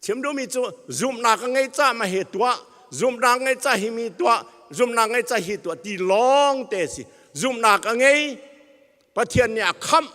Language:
Hakha Chin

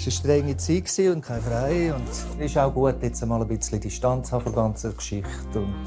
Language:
Romansh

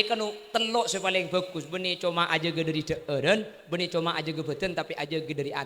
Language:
Madurese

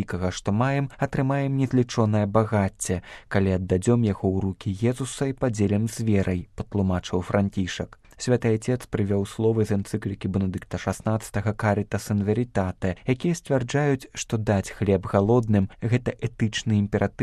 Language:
Belarusian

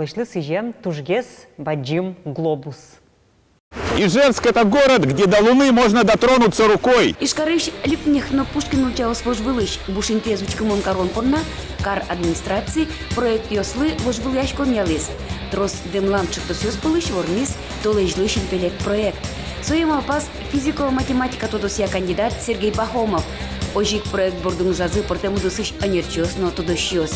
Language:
Udmurt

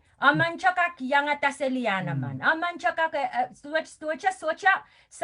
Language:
Pohnpeian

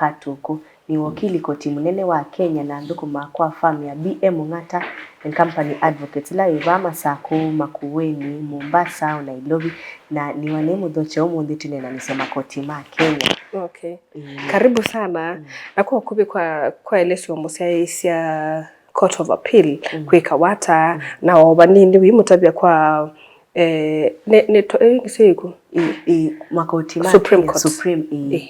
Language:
Kamba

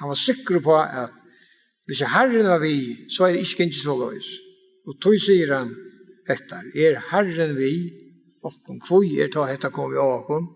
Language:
Faroese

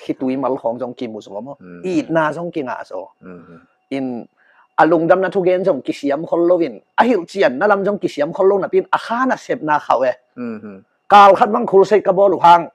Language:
Tedim Chin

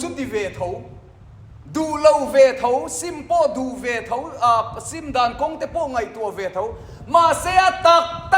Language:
Mizo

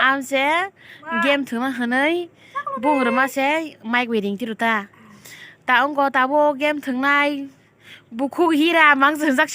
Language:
Kok Borok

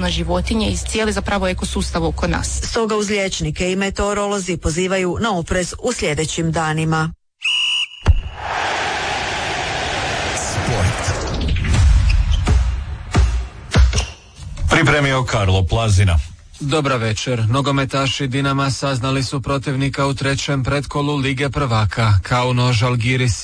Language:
Croatian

